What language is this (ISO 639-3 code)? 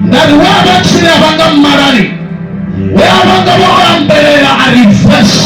ven